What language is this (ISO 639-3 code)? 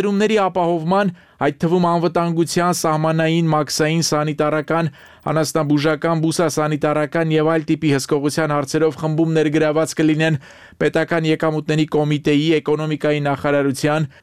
hye